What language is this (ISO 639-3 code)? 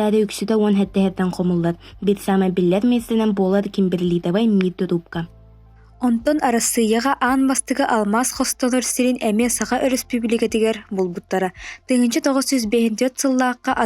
sah